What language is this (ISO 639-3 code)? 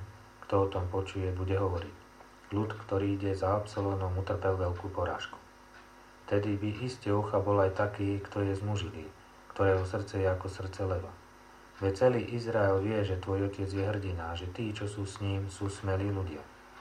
slk